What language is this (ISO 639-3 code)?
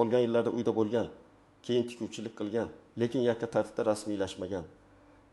uzb